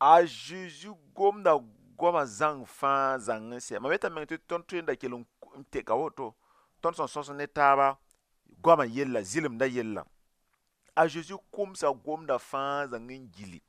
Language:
Mossi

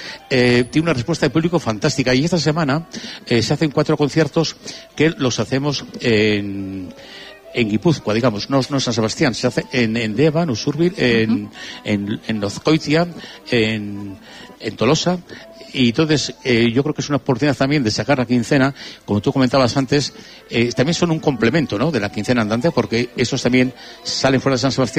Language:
Spanish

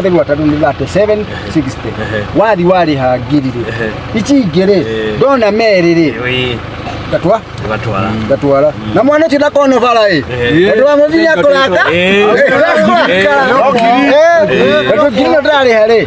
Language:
Kikuyu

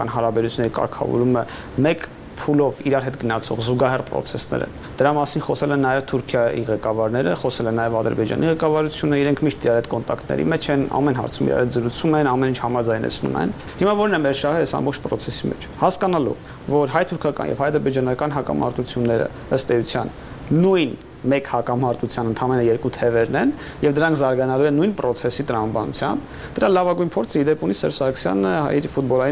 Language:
Armenian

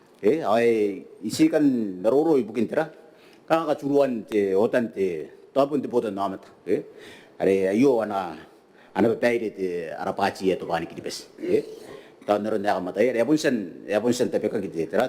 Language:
Gilbertese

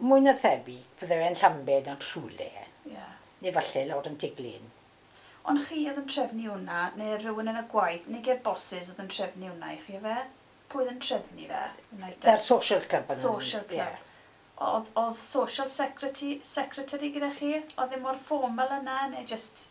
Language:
Welsh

